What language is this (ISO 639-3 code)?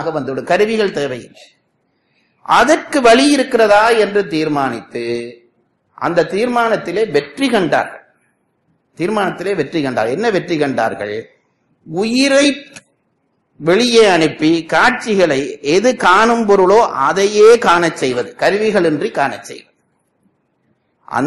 tam